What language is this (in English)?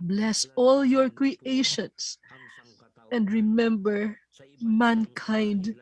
Ewe